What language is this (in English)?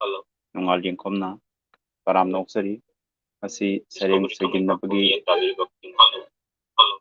Manipuri